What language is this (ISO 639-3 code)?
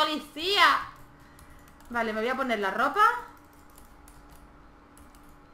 spa